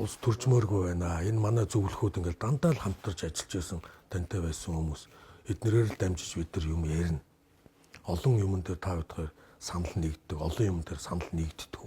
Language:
Mongolian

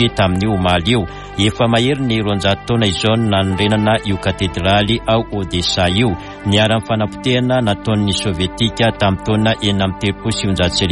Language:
Malagasy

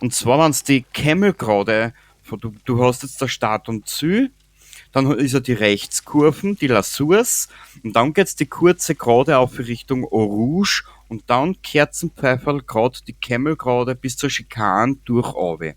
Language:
Bavarian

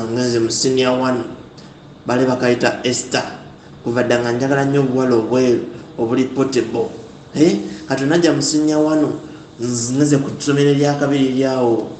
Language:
Ganda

